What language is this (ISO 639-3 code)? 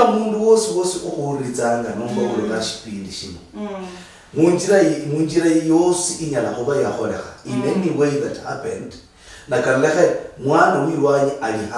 luy